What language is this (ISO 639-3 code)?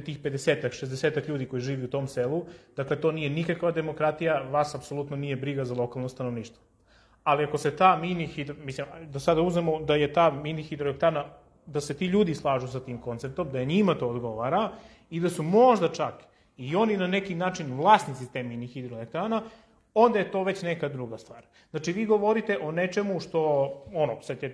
srp